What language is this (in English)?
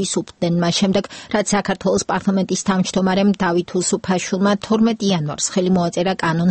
Georgian